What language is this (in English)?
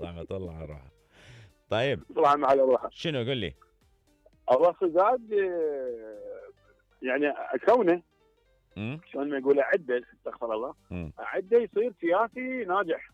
Mesopotamian Arabic